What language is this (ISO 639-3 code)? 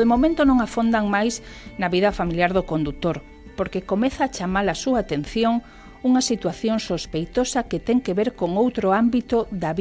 glg